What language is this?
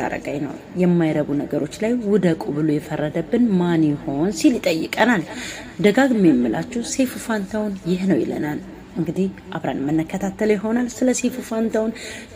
Amharic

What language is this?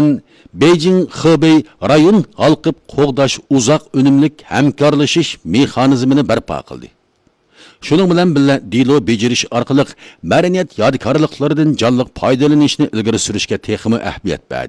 Uyghur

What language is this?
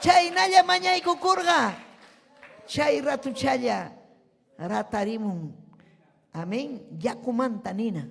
Ayacucho Quechua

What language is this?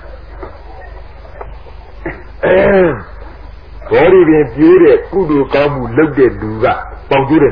Burmese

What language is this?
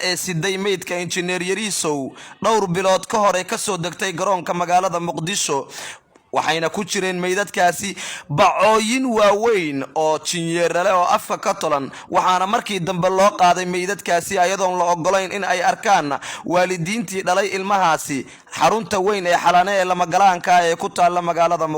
Somali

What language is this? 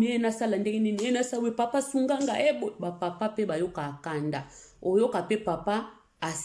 Lingala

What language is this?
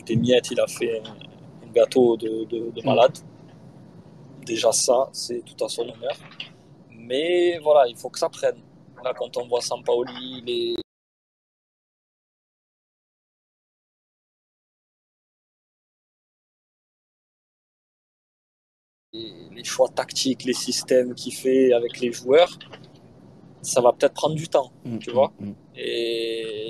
French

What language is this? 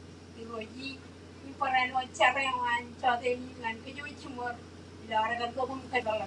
Marshallese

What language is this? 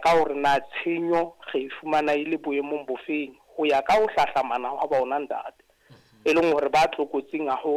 Southern Sotho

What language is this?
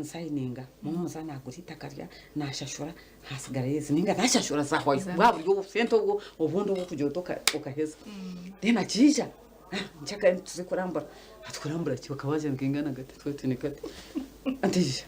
Nyankole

